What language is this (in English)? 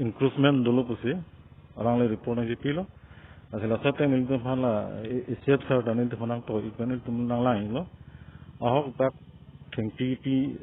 Karbi